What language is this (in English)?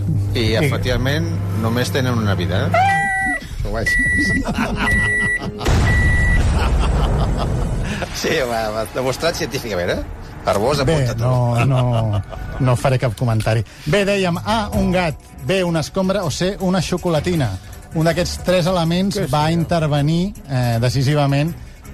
Catalan